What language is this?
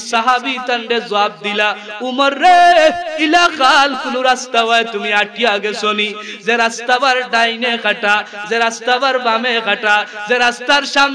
Sylheti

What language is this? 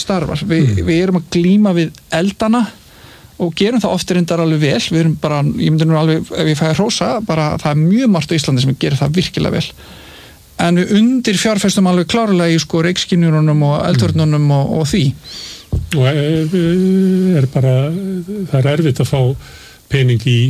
Icelandic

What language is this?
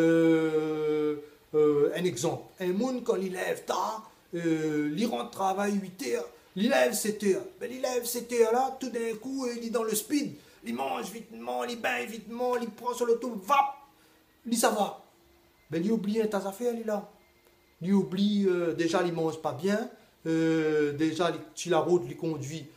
Réunion Creole French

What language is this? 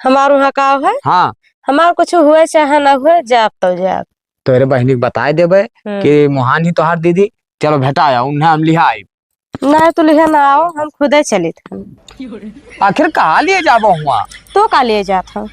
Awadhi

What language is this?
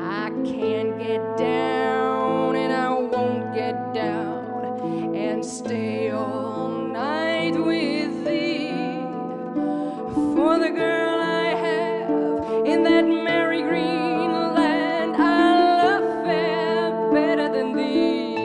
Western Frisian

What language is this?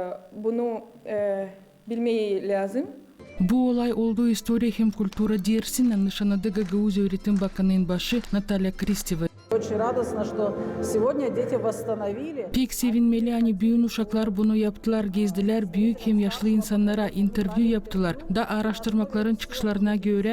Gagauz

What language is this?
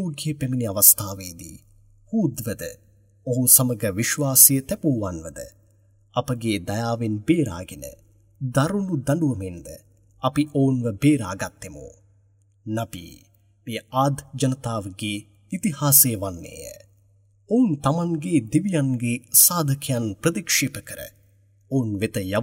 Sinhala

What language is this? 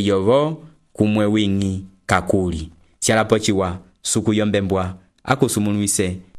Umbundu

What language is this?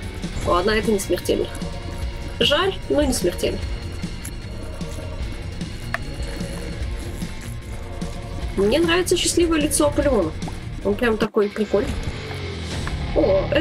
Russian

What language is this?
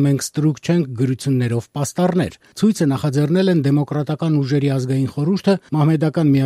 Armenian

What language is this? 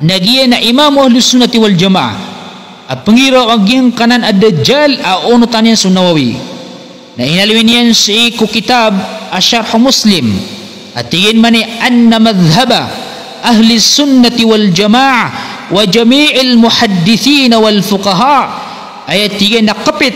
Maranao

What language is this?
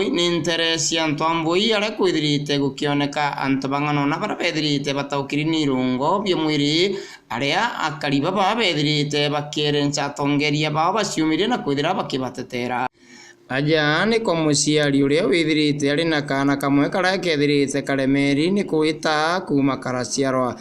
Meru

